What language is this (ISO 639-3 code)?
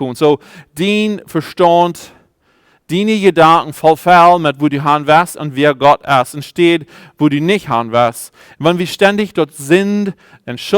pdt